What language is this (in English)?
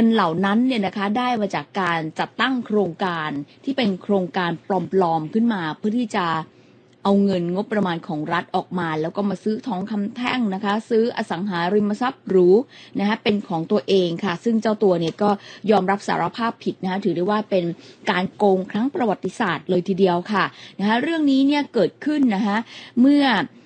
Thai